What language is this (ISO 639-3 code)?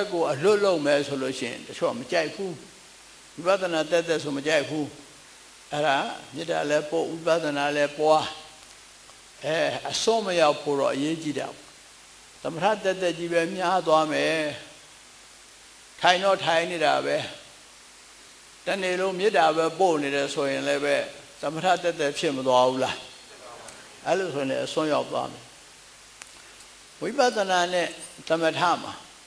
mya